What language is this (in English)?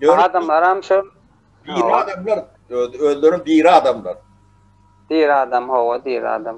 Turkmen